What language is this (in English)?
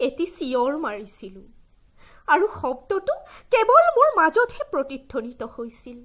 Assamese